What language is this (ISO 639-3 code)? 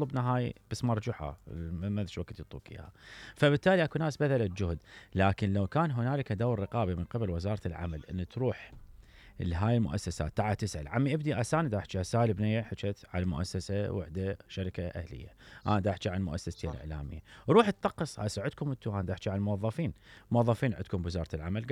acm